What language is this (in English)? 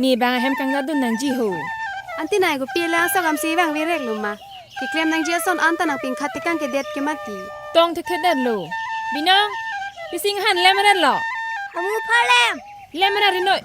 Karbi